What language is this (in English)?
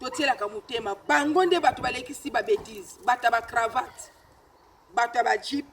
Lingala